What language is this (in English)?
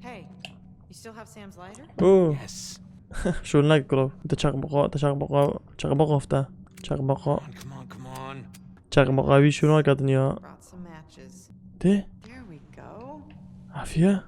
Kurdish